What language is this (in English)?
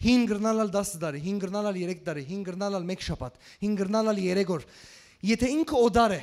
Western Armenian